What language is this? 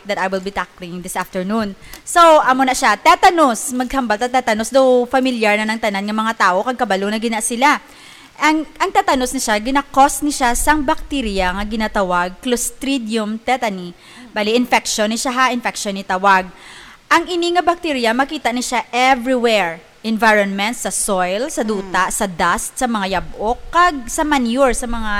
Hiligaynon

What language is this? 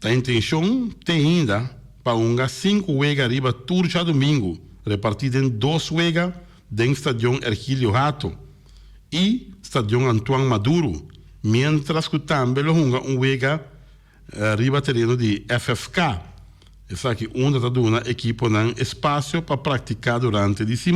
Papiamento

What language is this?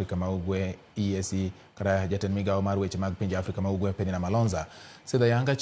Luo (Kenya and Tanzania)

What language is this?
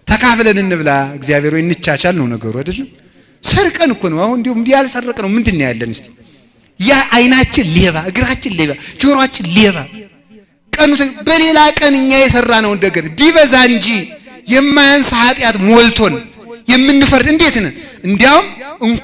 Amharic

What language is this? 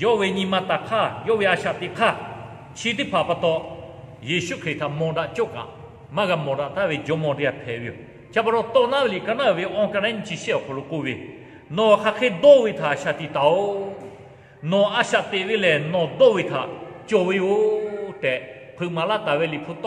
Lahu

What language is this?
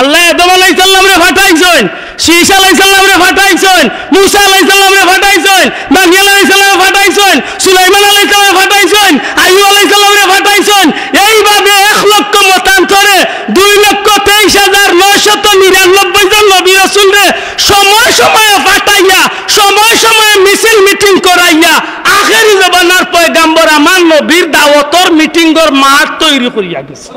Sylheti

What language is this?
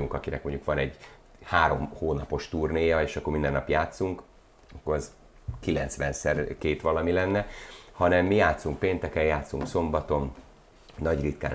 Hungarian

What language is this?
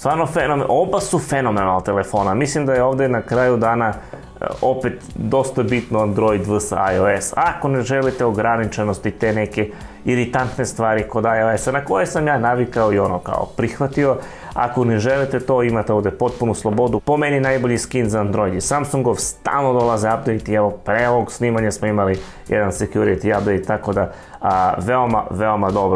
Serbian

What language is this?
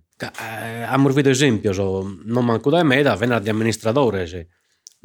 Sardinian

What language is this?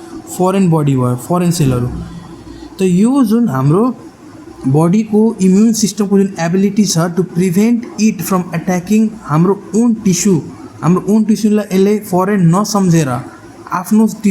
Nepali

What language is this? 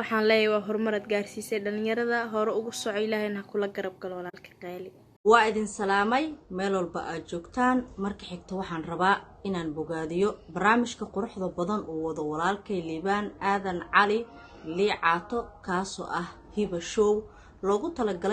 Somali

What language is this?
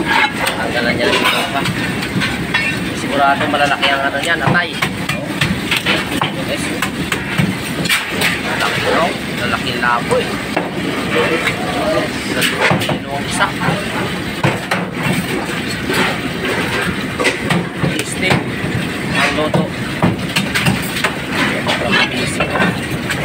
Filipino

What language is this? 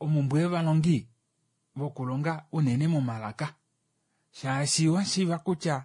Kuanyama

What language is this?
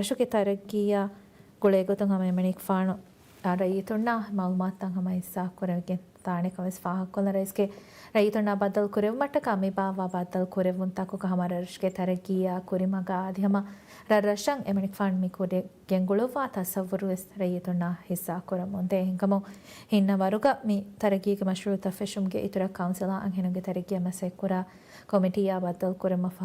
Divehi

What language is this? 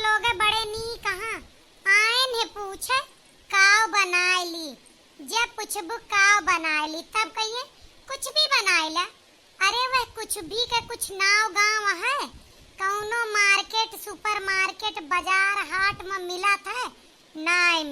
Awadhi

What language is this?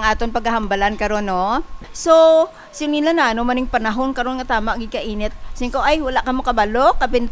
Hiligaynon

